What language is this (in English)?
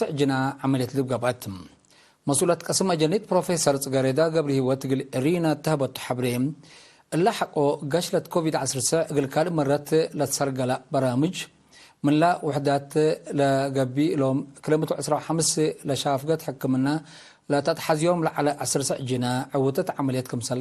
Tigre